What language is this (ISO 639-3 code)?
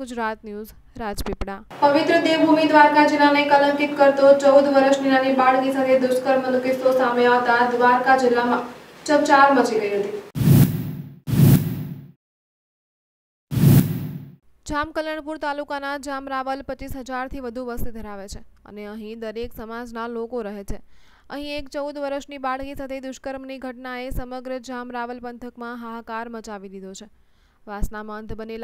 guj